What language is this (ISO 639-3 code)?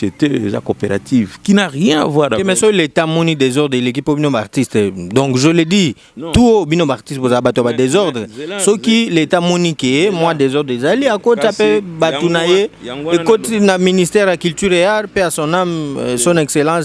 lin